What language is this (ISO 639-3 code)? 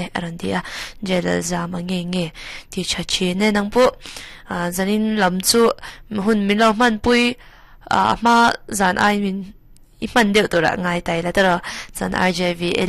lus